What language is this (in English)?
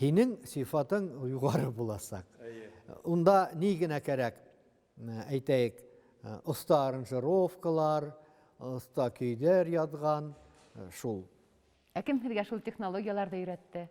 Bashkir